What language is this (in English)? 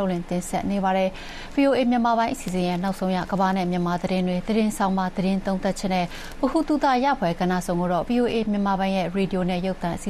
Burmese